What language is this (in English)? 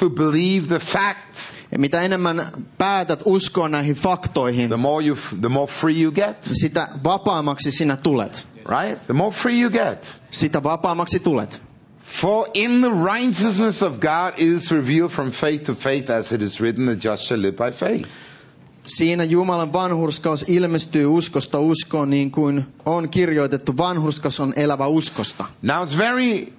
Finnish